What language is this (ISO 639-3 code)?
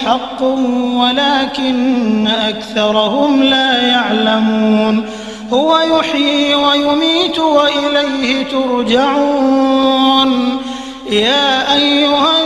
ara